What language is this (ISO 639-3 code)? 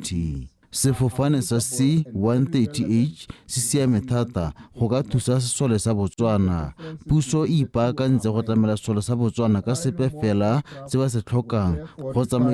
tsn